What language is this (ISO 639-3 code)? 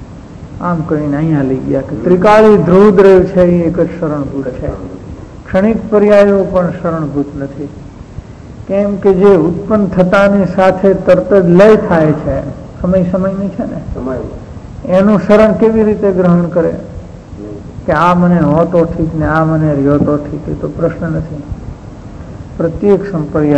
guj